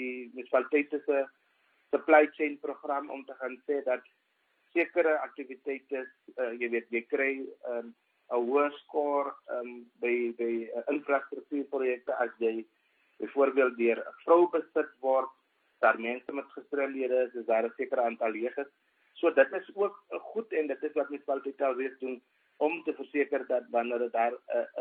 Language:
Afrikaans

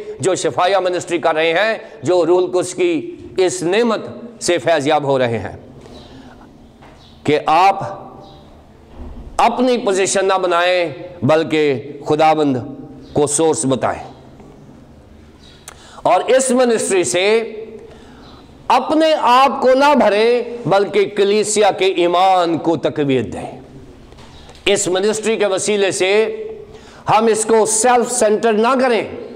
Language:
Urdu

